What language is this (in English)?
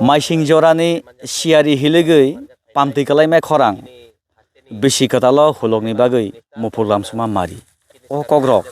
Kok Borok